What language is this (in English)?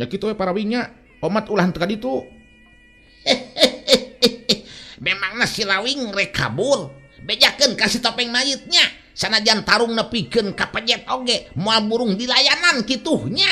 Sundanese